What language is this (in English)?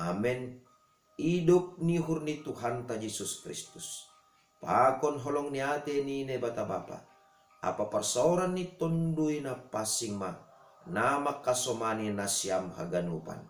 Batak Simalungun